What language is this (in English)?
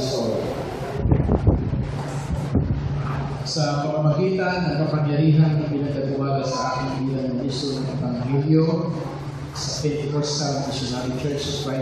Filipino